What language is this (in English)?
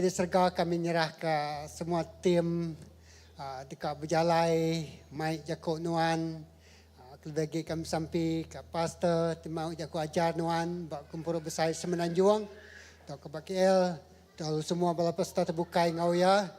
Iban